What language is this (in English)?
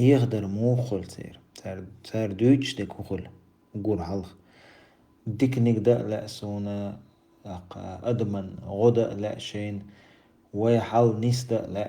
Chechen